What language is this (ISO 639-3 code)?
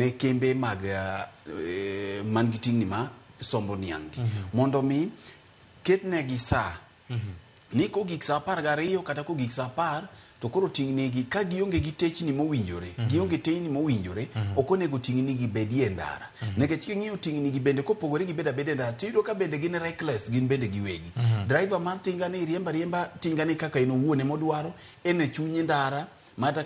luo